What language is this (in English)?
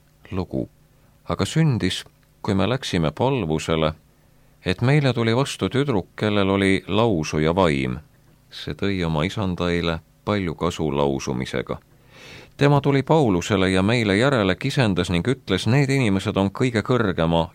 Estonian